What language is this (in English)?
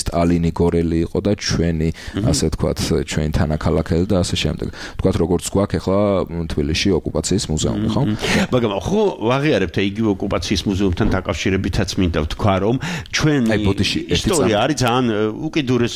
Georgian